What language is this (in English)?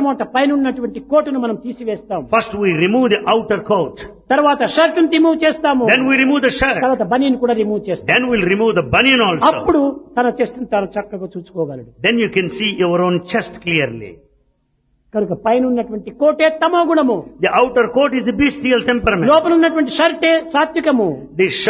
Telugu